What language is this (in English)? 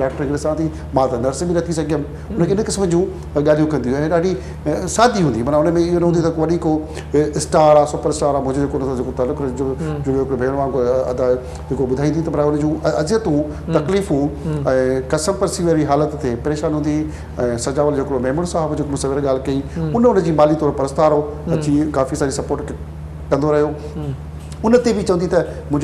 Sindhi